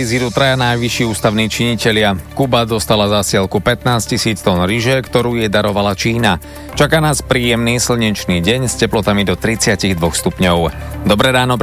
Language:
Slovak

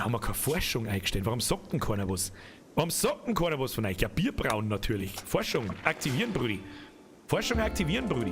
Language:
Bavarian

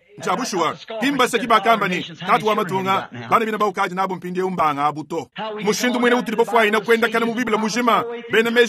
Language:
Luba-Lulua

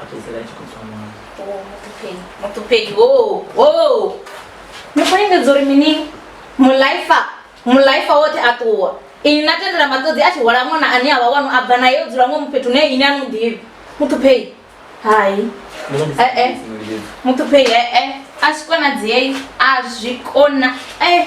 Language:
Venda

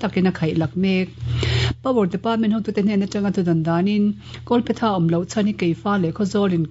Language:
Mizo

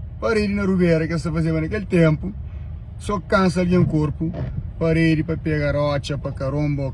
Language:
Kabuverdianu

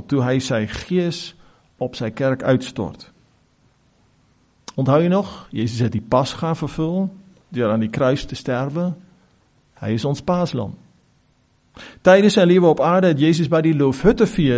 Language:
Afrikaans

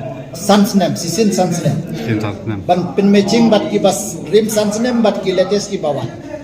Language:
Khasi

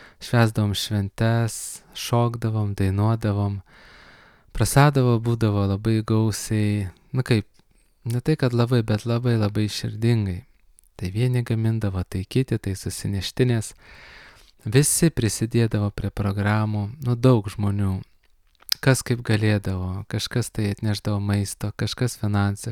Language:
Lithuanian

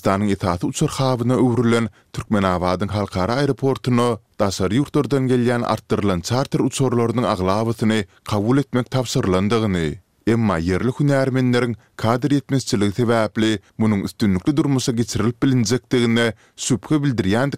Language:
Turkmen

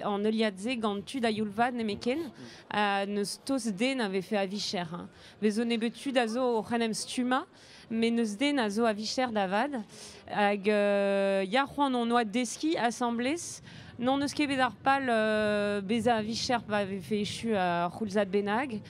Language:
Breton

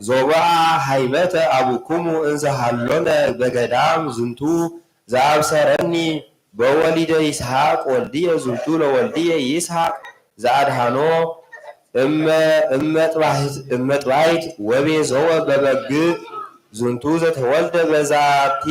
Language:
Geez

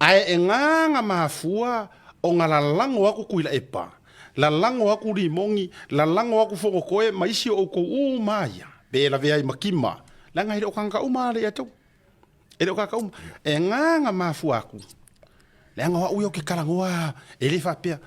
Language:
Samoan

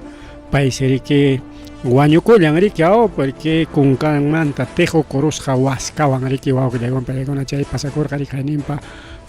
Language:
Ayacucho Quechua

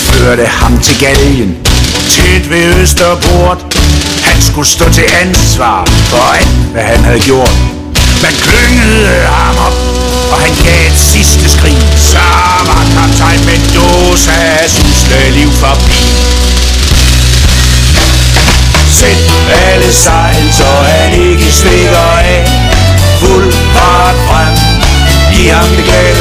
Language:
Danish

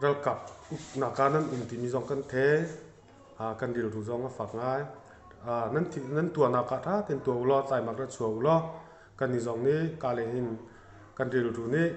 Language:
Hakha Chin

